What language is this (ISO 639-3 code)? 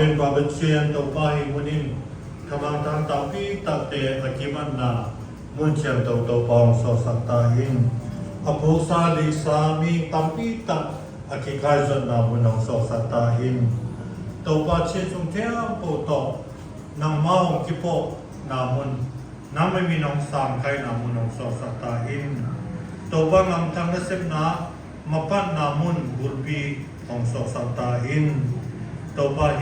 csy